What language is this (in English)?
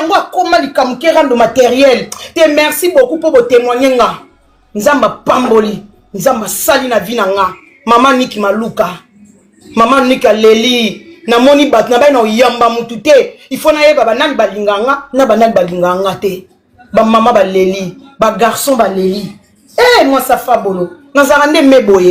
Lingala